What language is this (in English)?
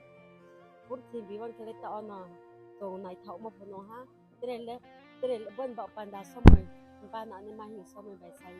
Riang (India)